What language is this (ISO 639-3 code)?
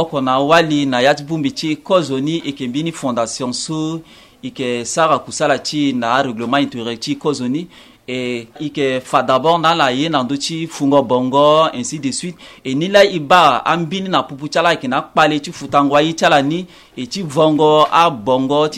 sag